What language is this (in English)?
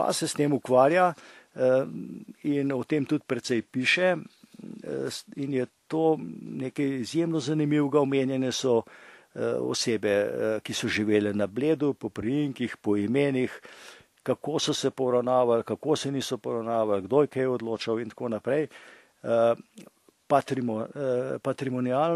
Slovenian